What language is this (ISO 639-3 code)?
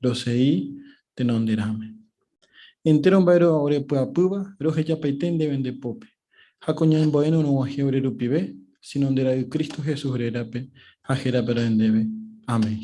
grn